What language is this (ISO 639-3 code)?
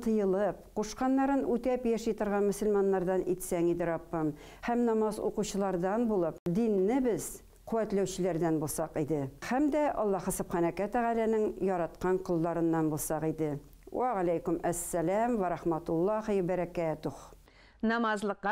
tat